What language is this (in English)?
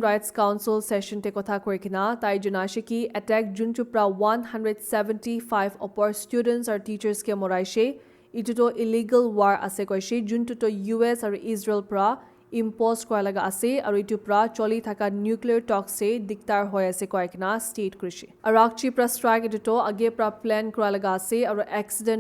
Naga Pidgin